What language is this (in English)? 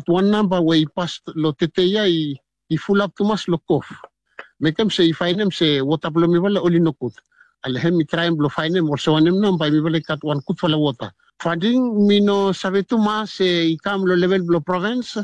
Bislama